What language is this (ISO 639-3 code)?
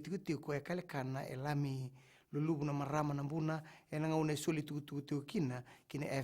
fij